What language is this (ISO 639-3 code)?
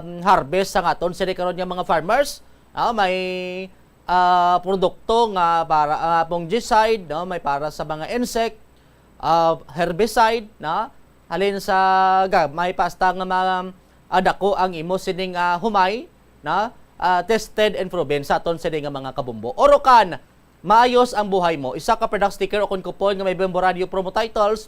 hil